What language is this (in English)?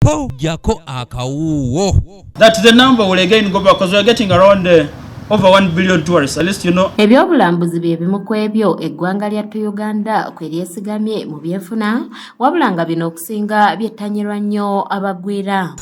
Ganda